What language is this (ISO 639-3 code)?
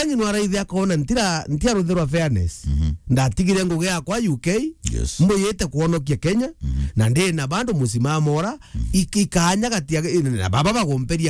mer